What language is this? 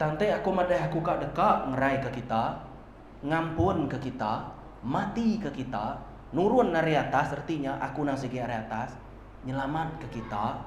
Iban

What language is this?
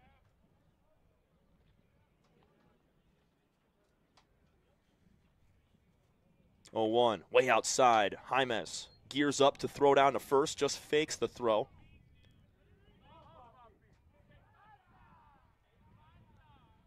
English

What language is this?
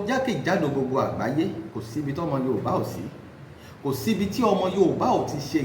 Yoruba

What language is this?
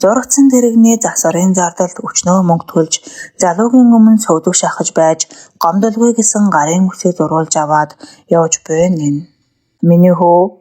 Mongolian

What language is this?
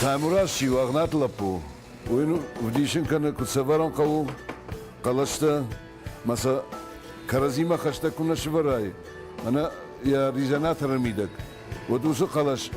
Ossetic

